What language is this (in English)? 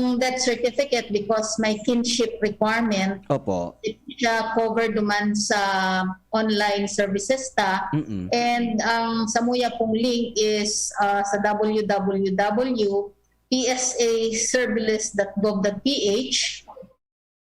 Bikol